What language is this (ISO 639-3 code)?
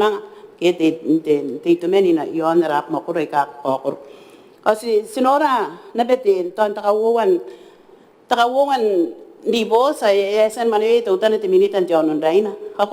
gil